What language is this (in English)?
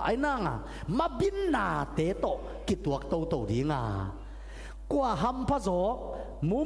Tedim Chin